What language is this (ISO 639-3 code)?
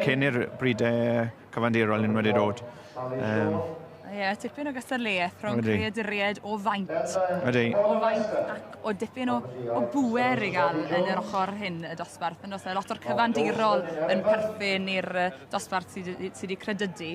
cym